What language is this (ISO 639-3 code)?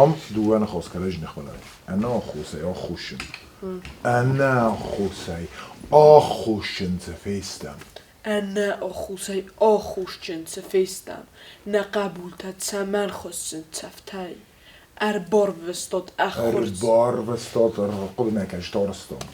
oss